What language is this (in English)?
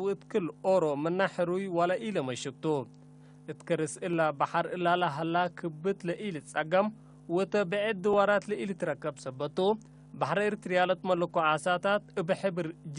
Tigre